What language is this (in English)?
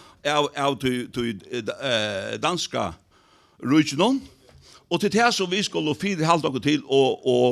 Faroese